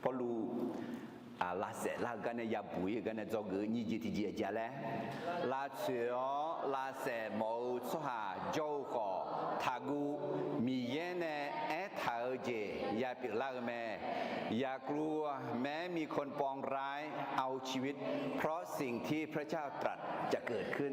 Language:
Akha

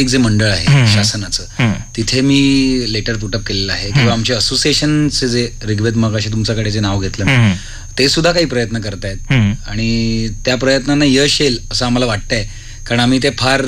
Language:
Marathi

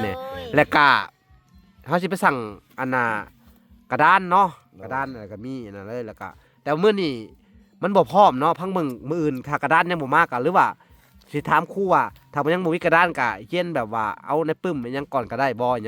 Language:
Lao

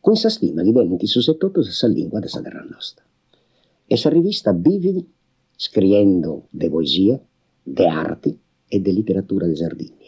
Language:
Sardinian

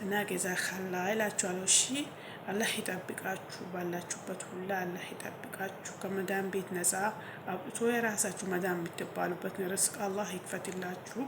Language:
Amharic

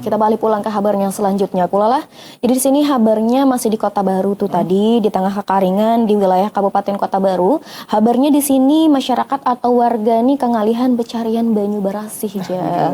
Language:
Banjar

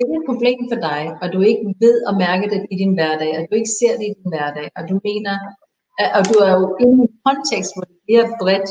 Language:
Danish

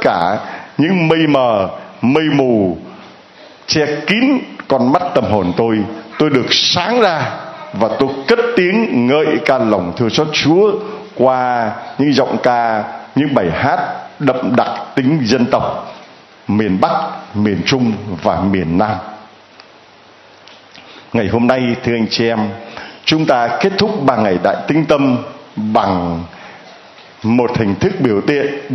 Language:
Vietnamese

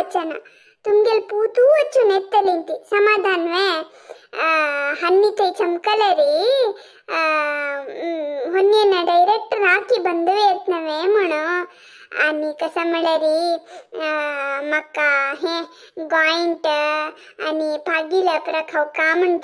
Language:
Konkani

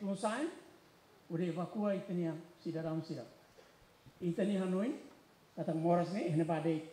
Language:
Tetum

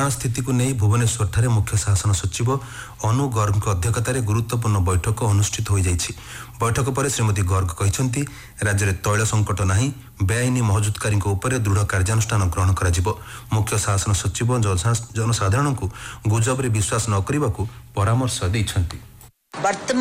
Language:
Odia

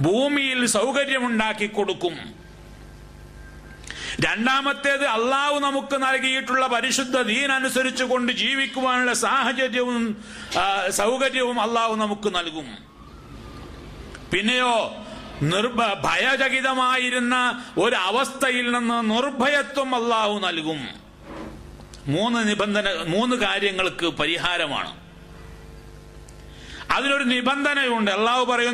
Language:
Malayalam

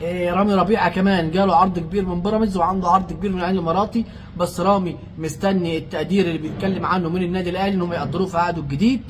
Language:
Egyptian Arabic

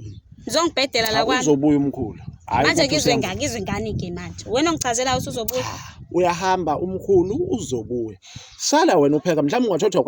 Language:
Zulu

